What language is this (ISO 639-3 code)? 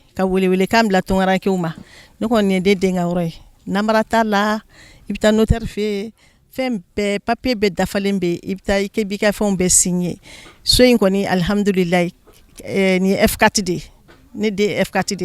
bam